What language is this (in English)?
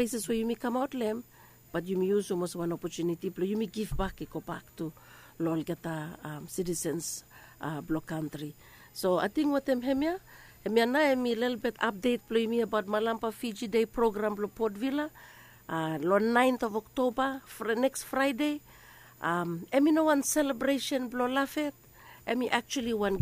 Bislama